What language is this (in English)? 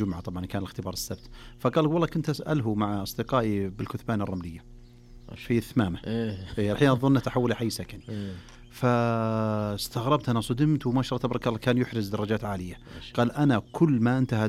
Najdi Arabic